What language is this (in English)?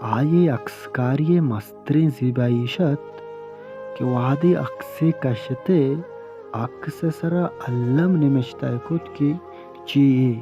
Baluchi